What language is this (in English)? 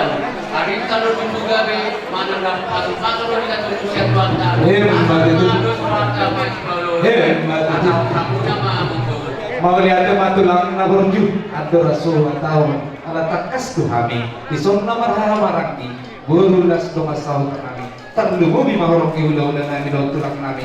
Batak Toba